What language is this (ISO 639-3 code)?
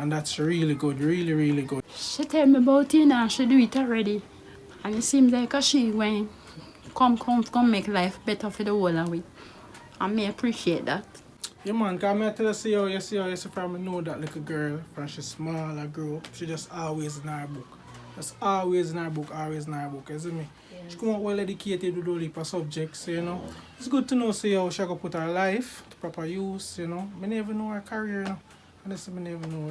jam